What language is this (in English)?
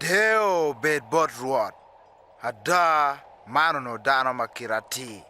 Acoli